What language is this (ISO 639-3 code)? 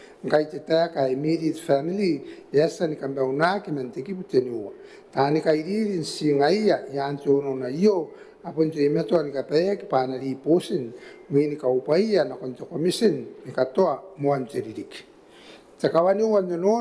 gil